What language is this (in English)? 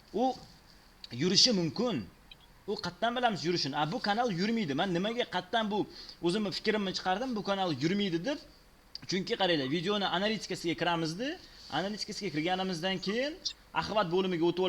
Uzbek